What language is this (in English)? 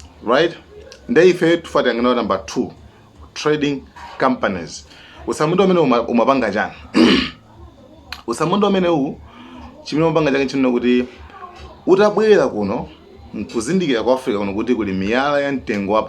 Nyanja